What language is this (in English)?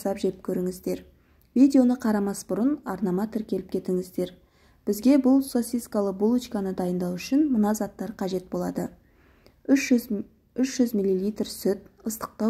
Kazakh